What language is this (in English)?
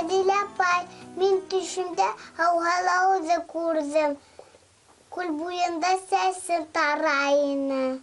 Bashkir